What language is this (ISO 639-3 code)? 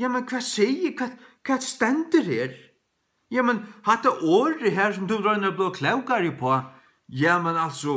fao